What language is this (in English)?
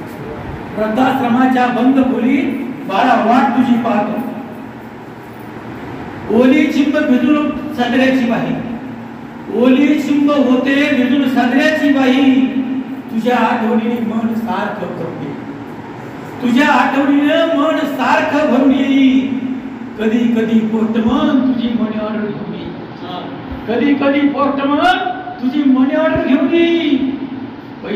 Marathi